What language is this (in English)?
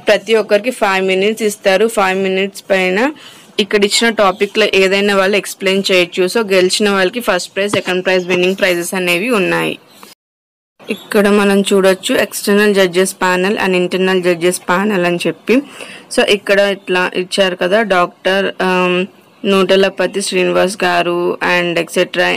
Telugu